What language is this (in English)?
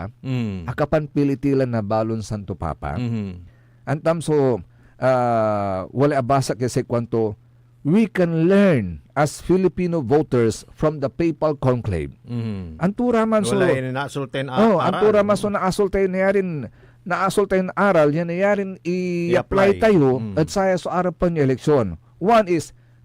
Pangasinan